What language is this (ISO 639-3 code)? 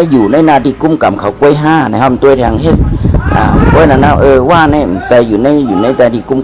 shn